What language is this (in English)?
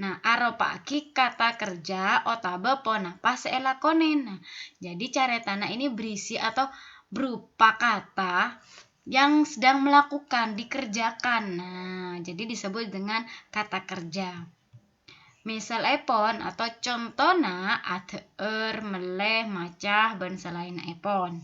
Madurese